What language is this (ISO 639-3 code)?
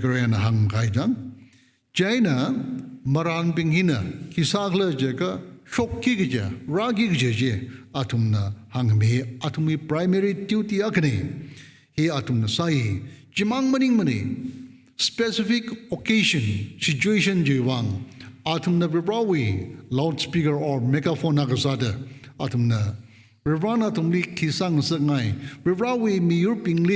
nmf